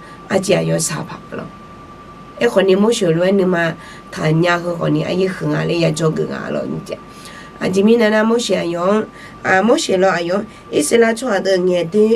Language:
Akha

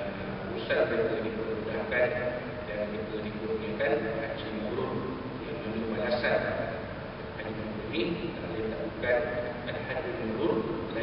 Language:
Malay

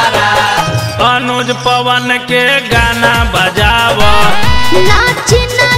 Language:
Bhojpuri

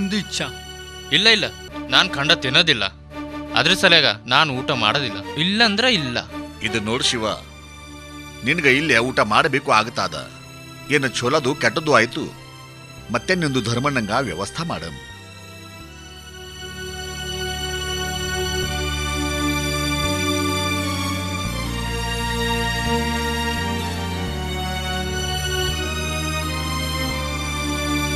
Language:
Kannada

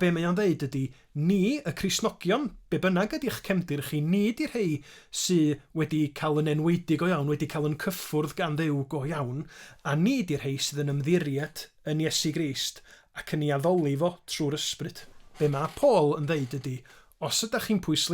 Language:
Welsh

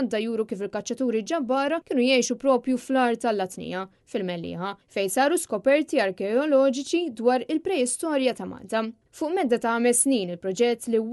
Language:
Maltese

